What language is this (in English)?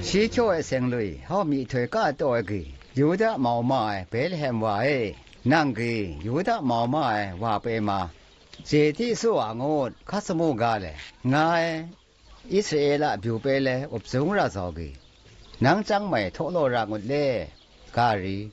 Zaiwa